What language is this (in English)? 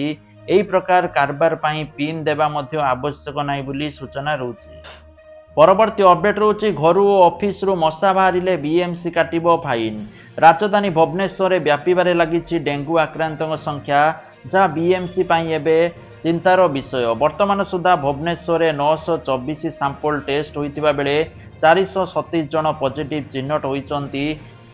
Odia